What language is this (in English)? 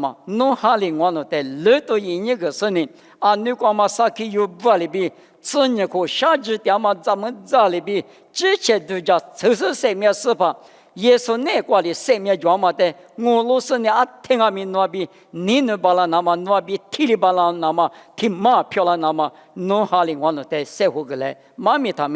Lisu